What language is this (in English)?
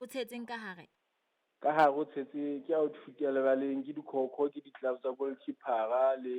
Southern Sotho